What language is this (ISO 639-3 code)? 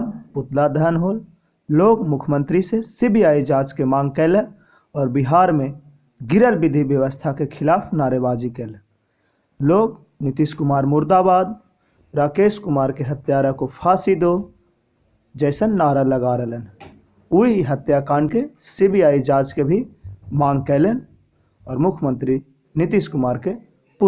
mag